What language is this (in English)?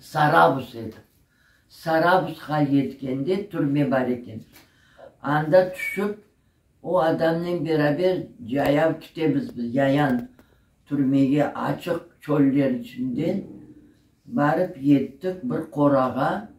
Crimean Tatar